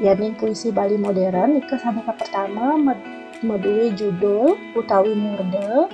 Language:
Balinese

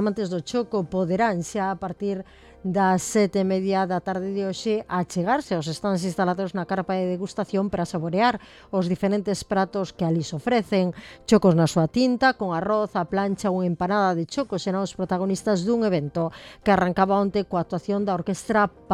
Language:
Galician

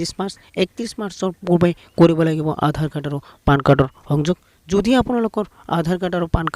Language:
Assamese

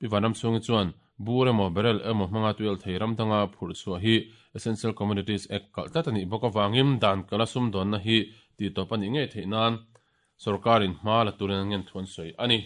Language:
Mizo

